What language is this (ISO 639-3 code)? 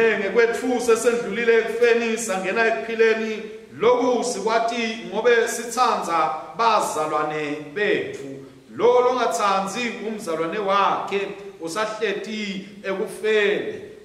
ssw